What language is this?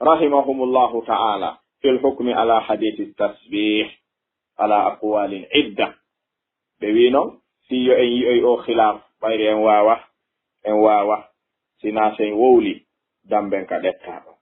Fula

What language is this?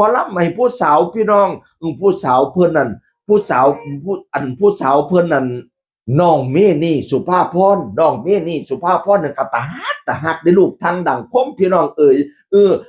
Northeastern Thai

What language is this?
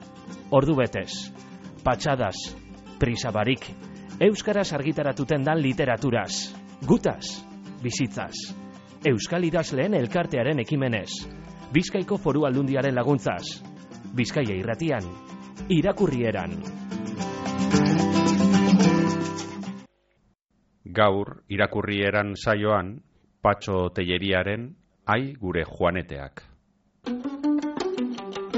Basque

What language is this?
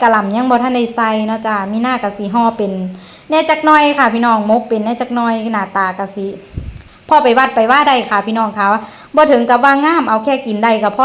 Northeastern Thai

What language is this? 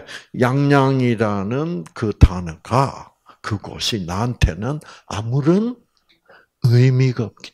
Korean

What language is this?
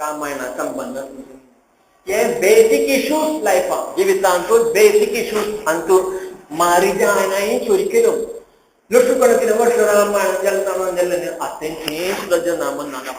Konkani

